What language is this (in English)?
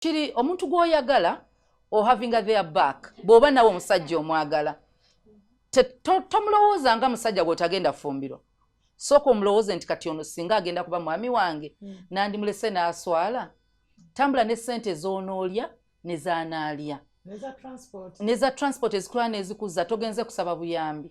Ganda